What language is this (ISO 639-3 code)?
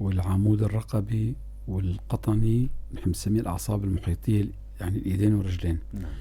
apc